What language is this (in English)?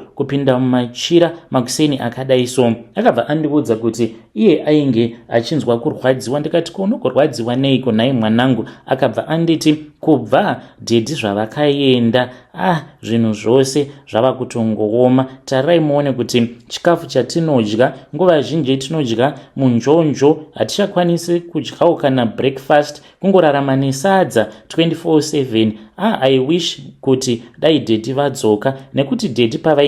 Shona